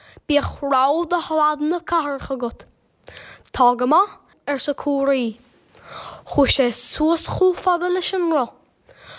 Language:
Irish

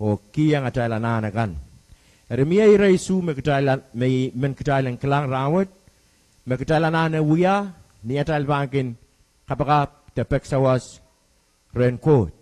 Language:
Pohnpeian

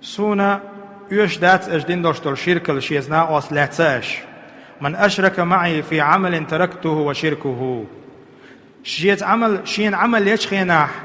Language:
Chechen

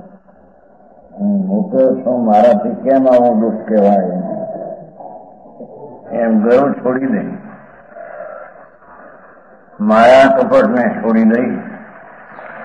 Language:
Gujarati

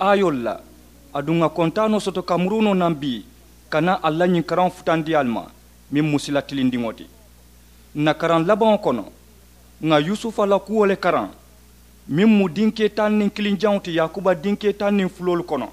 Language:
Mandingo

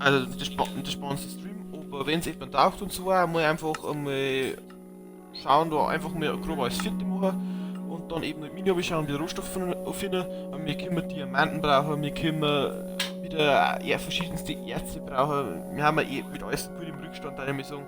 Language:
Bavarian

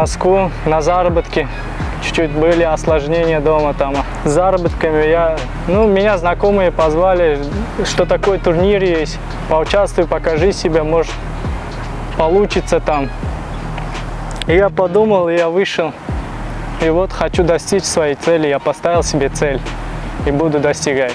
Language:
Russian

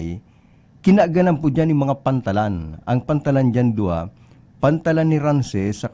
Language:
Bikol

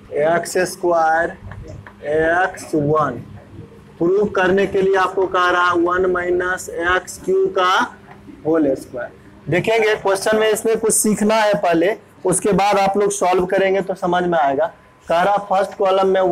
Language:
Hindi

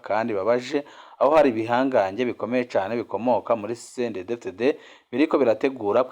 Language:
Rundi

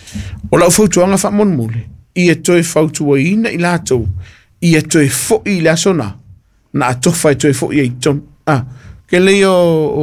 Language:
Samoan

